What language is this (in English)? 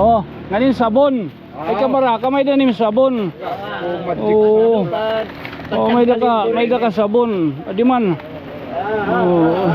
Waray